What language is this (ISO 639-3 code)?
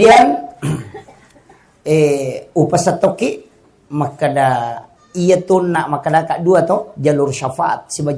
bug